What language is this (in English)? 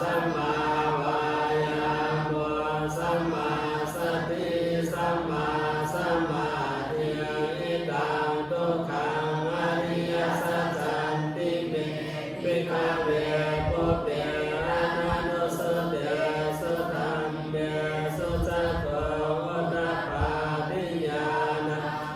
Pali